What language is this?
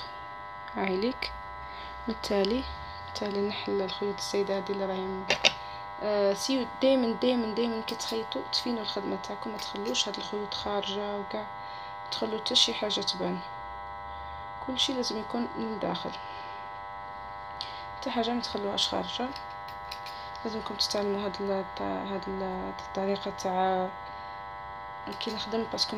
Algerian Arabic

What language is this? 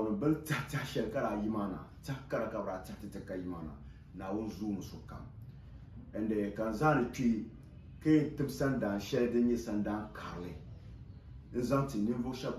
Dagbani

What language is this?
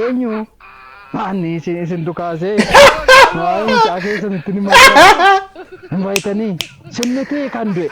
Oromo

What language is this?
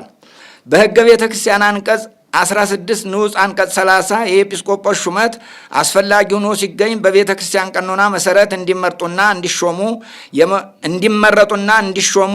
Amharic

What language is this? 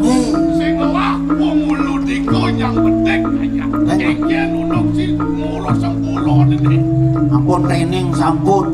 Balinese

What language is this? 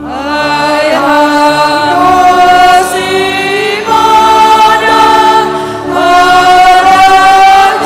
Batak Simalungun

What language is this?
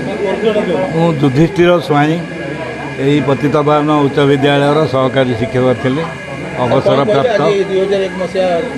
Odia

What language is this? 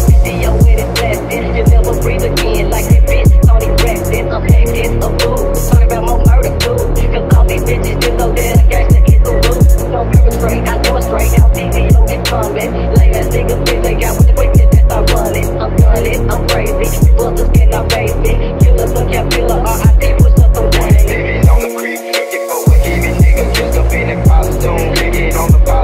English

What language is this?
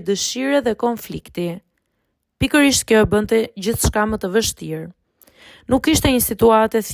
Albanian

